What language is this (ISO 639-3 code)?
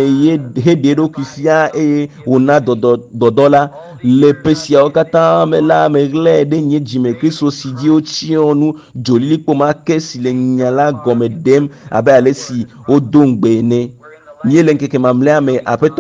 ewe